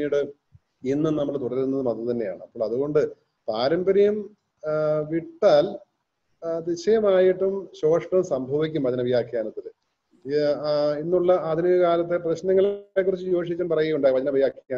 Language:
Malayalam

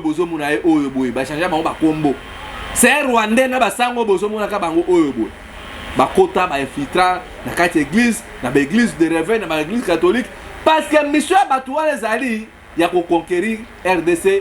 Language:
Lingala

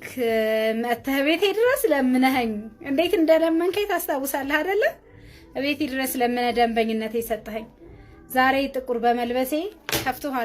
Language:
Amharic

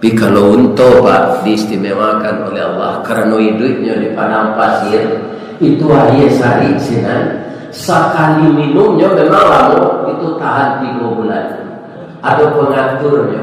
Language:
Minangkabau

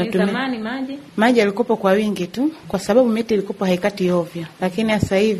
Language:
Swahili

